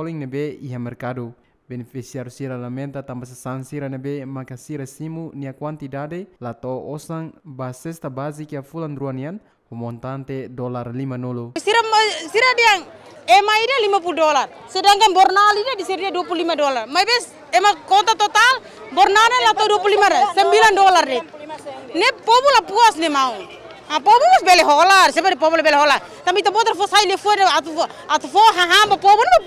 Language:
Tetum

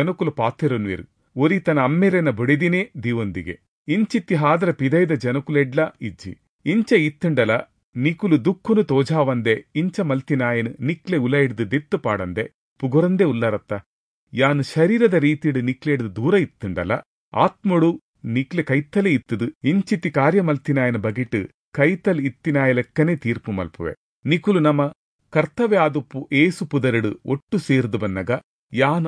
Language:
Tulu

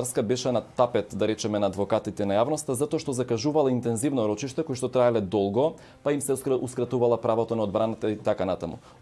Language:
Macedonian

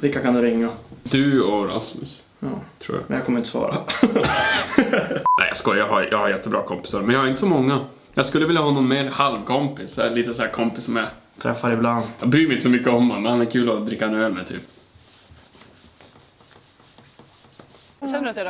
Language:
Swedish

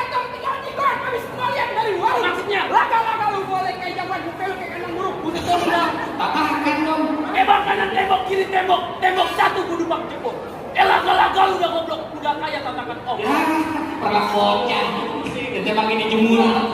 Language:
Betawi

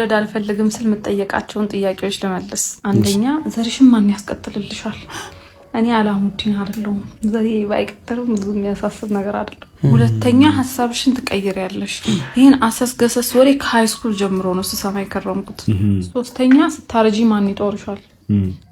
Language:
Amharic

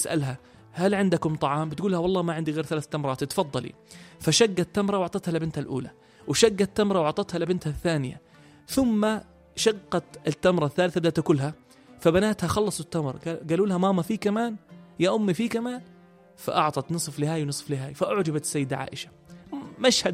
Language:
North Levantine Arabic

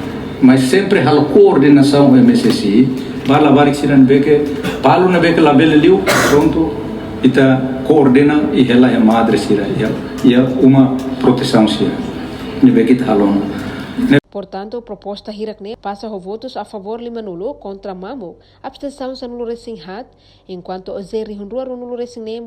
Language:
Tetum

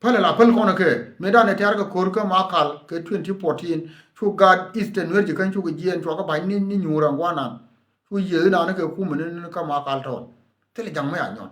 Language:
Nuer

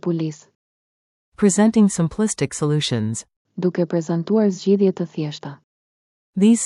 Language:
Albanian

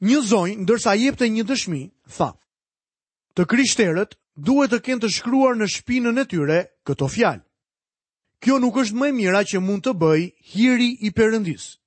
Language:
Albanian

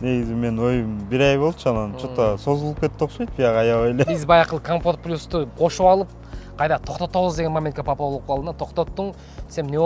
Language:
Kyrgyz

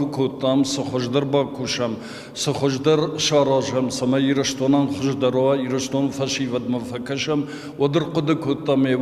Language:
Ossetic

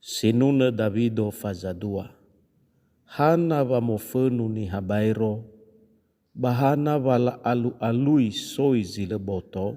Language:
Nias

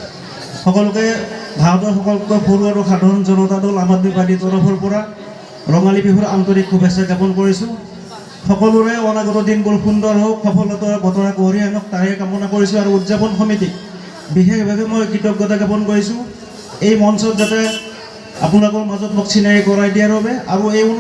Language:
Assamese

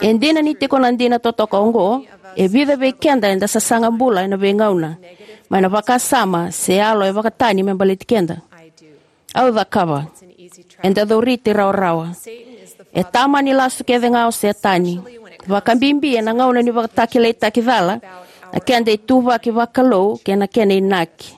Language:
Fijian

